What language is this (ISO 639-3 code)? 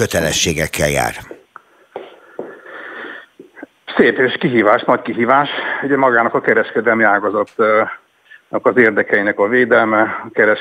hun